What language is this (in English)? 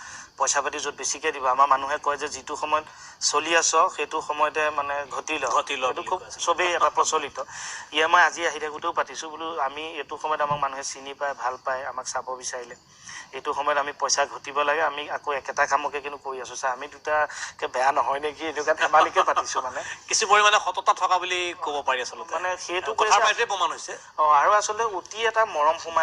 Assamese